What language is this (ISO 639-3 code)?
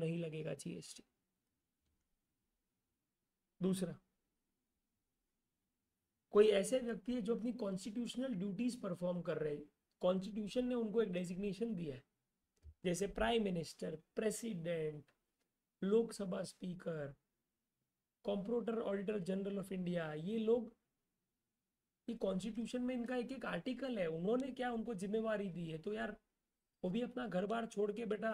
hin